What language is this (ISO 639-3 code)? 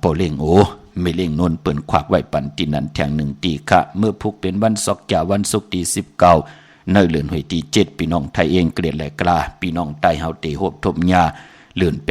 shn